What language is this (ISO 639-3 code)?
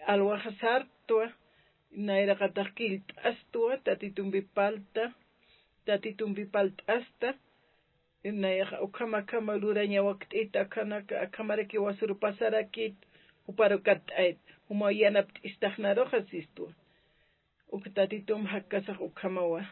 aym